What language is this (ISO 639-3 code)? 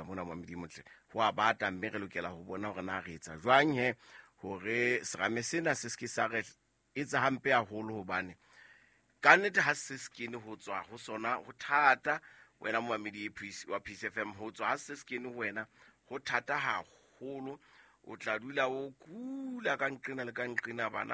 sot